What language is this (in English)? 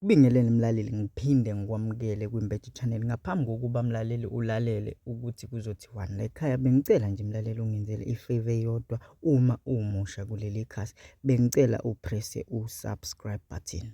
Zulu